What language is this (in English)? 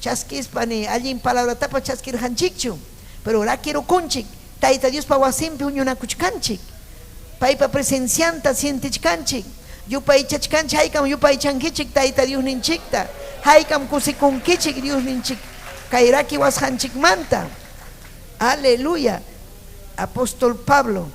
Ayacucho Quechua